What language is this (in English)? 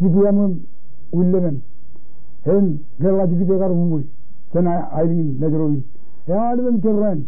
Marshallese